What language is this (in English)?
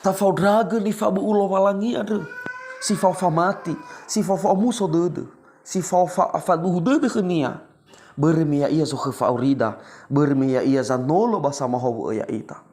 Nias